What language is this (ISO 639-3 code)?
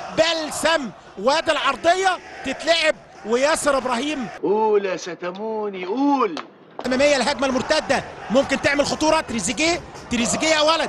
arz